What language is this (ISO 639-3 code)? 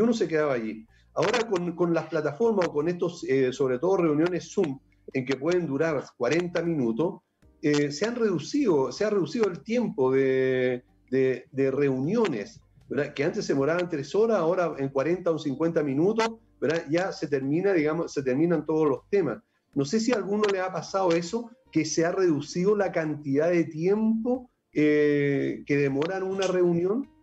spa